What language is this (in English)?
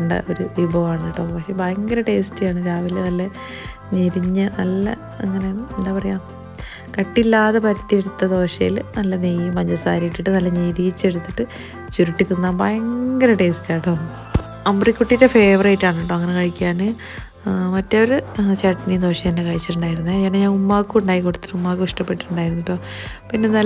Malayalam